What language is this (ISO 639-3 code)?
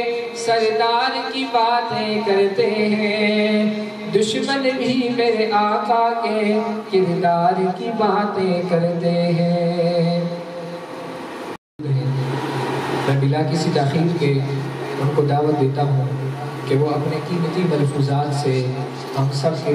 urd